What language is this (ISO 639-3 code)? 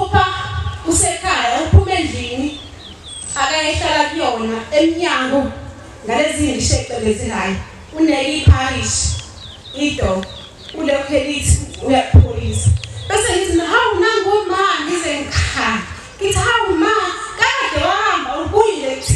zul